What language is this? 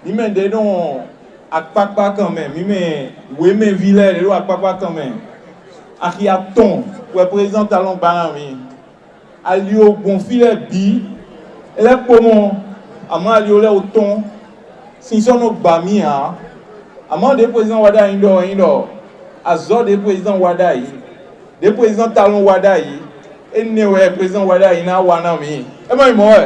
Fon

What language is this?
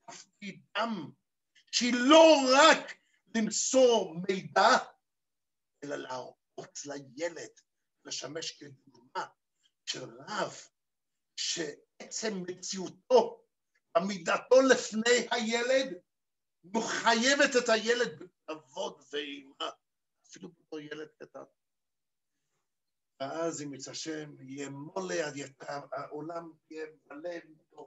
Hebrew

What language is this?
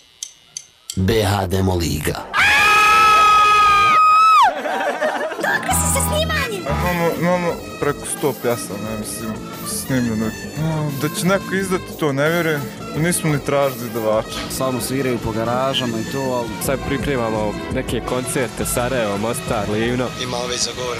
Bosnian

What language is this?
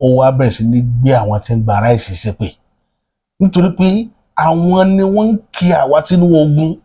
Yoruba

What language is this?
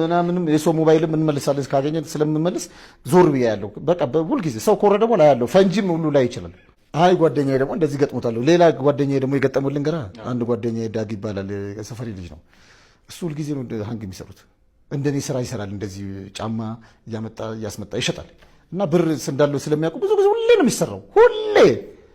Amharic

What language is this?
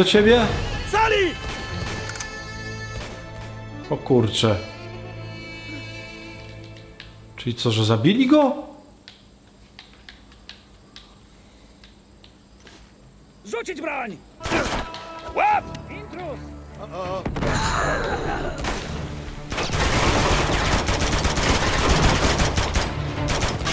Polish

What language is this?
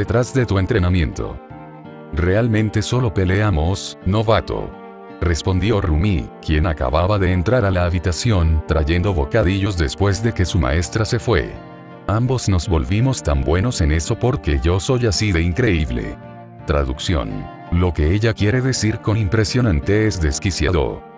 Spanish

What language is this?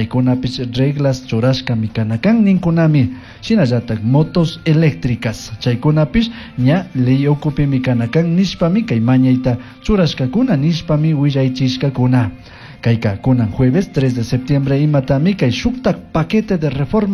Chimborazo Highland Quichua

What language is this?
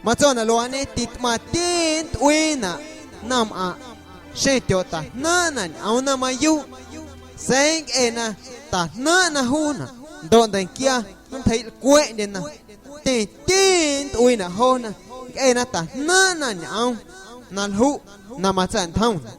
Guerrero Amuzgo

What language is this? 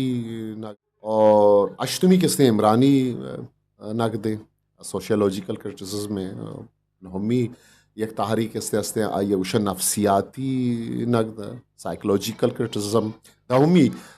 Eastern Balochi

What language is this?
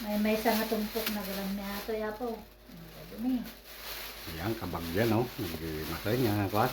Iloko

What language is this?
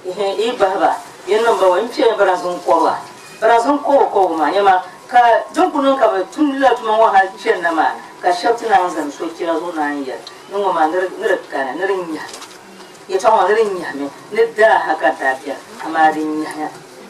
Dagbani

